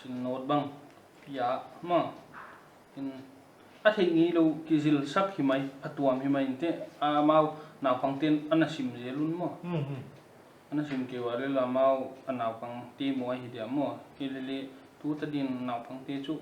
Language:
Paite Chin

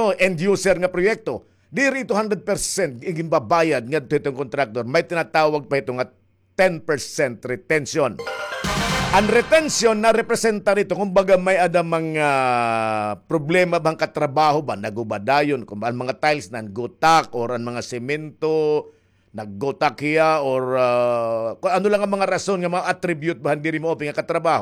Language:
Waray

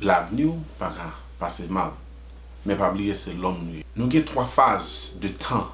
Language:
Haitian Creole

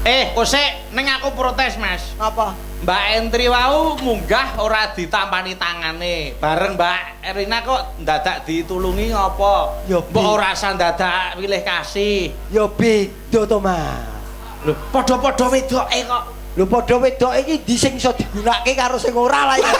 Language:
Javanese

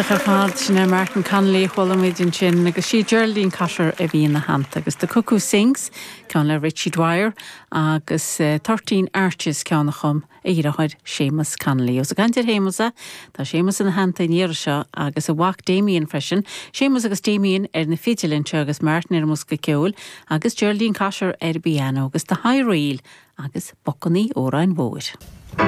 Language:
Irish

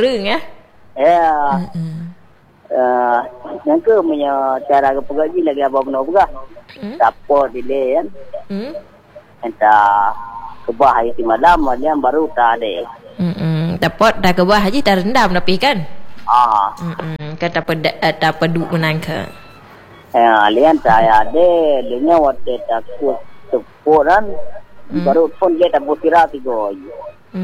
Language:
Malay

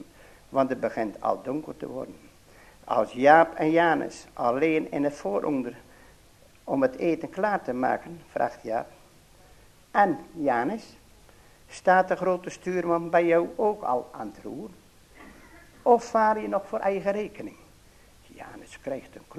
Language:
Dutch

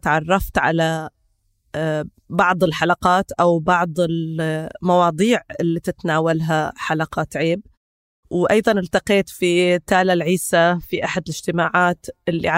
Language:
North Levantine Arabic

